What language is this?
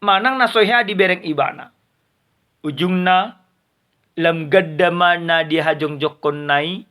Batak Toba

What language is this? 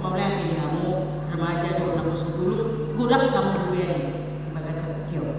Batak Toba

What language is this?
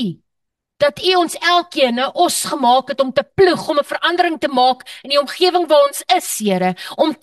Afrikaans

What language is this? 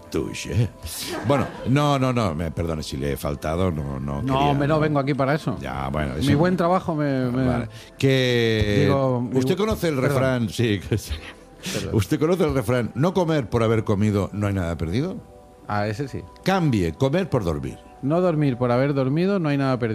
Spanish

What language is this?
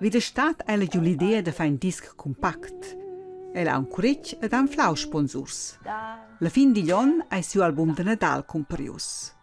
Romansh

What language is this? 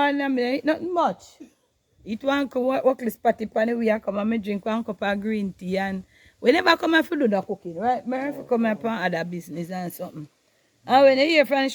Jamaican Creole English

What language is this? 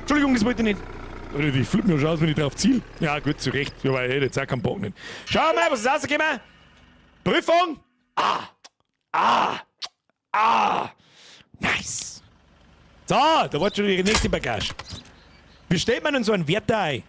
Bavarian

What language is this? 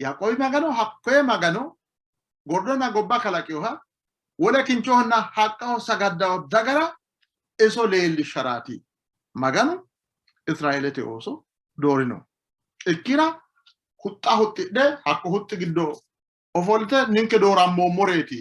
Sidamo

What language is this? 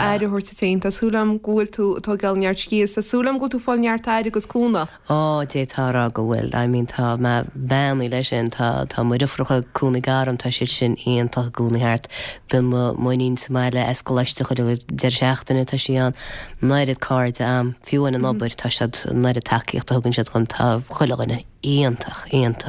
Irish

